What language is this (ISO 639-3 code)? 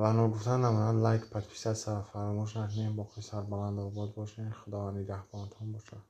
tgk